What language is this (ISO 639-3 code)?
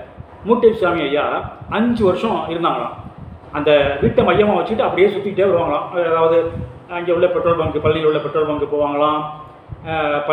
tam